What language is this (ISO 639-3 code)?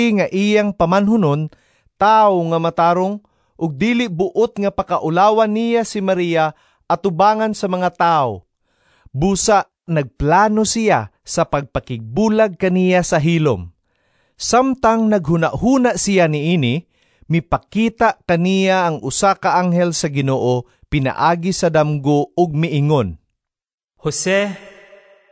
ceb